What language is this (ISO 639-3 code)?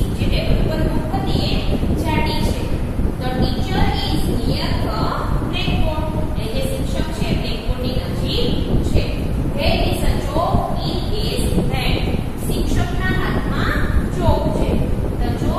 guj